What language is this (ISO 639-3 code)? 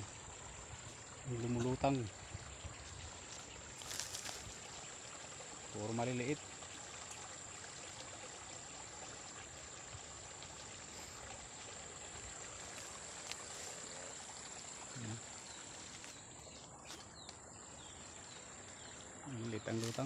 fil